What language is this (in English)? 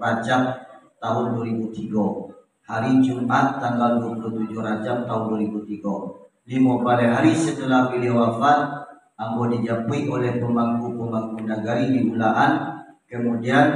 Minangkabau